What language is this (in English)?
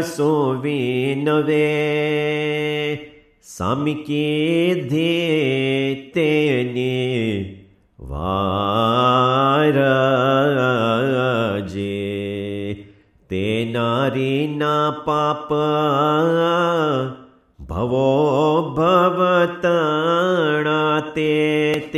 Gujarati